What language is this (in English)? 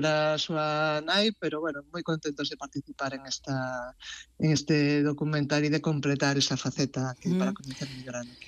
Galician